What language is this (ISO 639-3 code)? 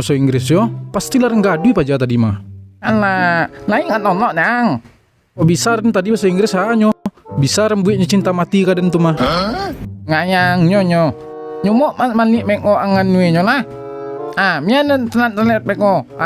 min